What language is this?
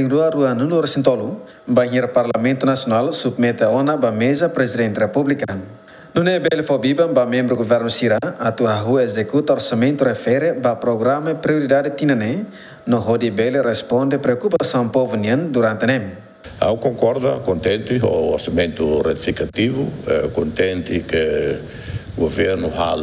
Tetum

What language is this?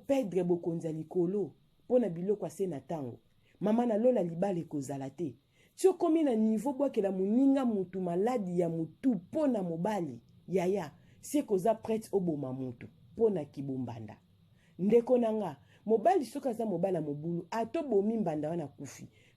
Lingala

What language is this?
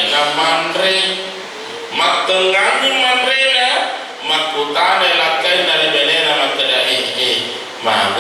Buginese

